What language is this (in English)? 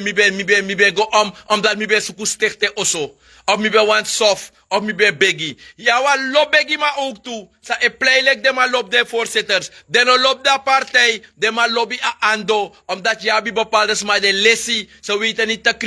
Sranan Tongo